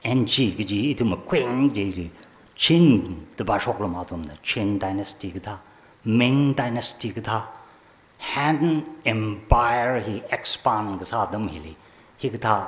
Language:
Tangkhul Naga (India)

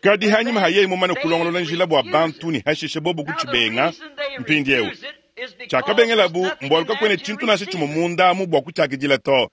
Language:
Luba-Lulua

